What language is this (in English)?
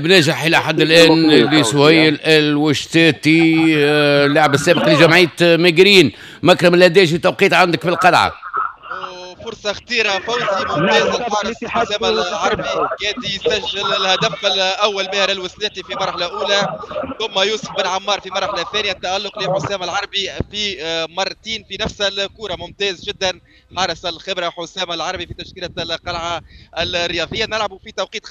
Tunisian Arabic